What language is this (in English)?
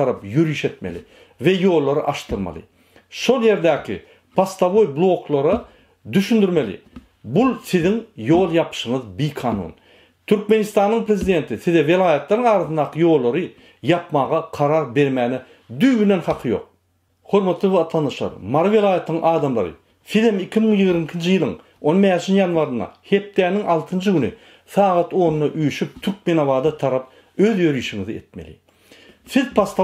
Turkmen